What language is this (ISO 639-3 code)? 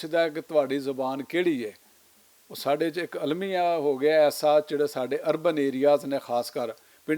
lah